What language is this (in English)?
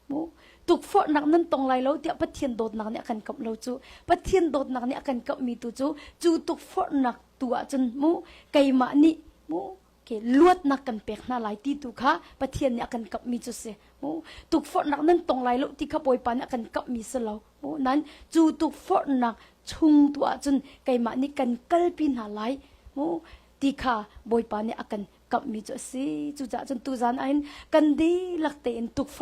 Hakha Chin